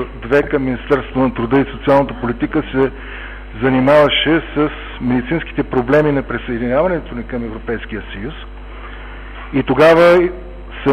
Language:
Bulgarian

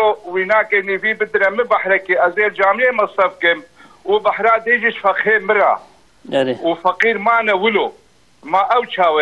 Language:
Kurdish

